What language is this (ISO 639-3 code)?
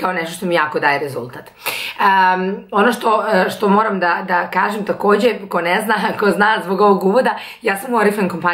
srp